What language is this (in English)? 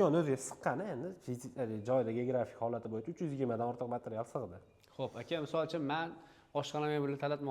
Uzbek